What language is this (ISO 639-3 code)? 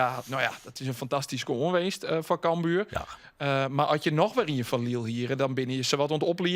fry